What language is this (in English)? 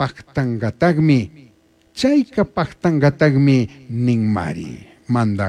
Chimborazo Highland Quichua